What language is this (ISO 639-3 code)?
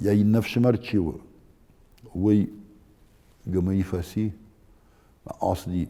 oss